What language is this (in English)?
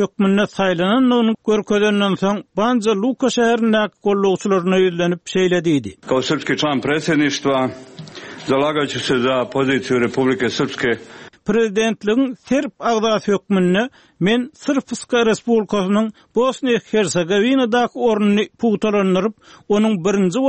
Turkmen